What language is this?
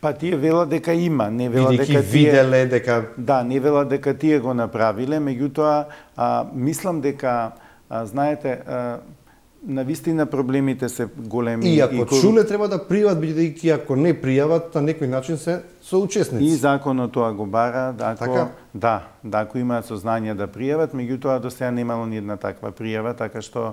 Macedonian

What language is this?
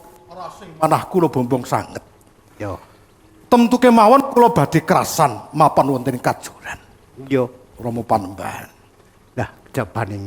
Javanese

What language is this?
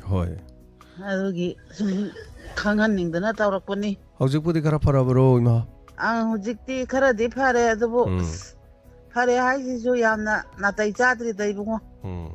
Manipuri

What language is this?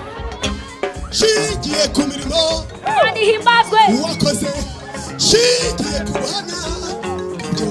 Kinyarwanda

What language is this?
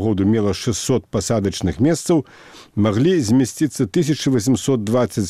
Belarusian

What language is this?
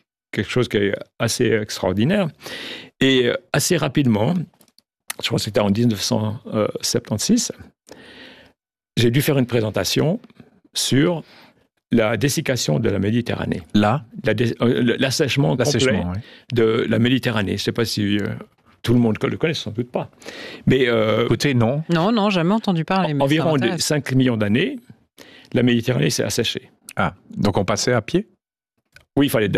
French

